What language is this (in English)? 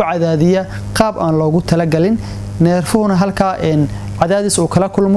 Somali